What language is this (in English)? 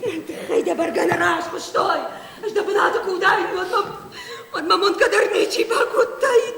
Ossetic